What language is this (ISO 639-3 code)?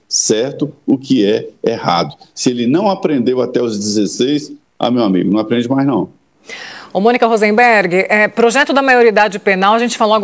por